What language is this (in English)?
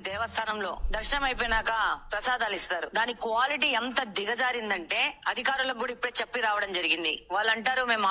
Telugu